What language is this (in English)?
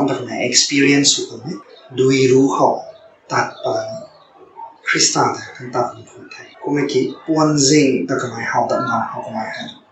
Rongmei Naga